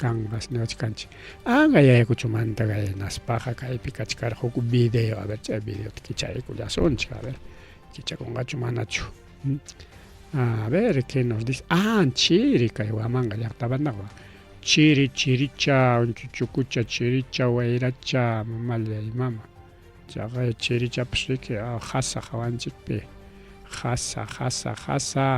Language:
Ayacucho Quechua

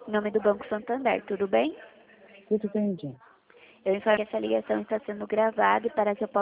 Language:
Portuguese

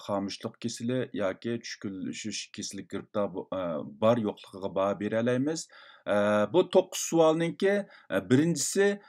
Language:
Uyghur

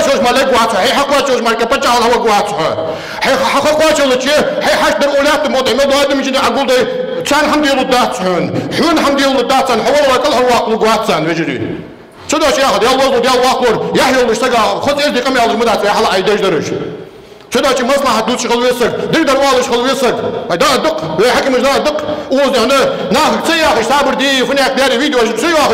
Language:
Ingush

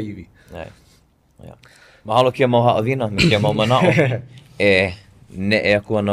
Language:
Hawaiian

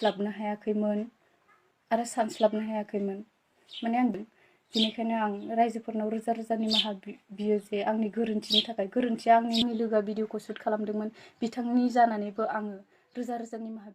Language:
Bodo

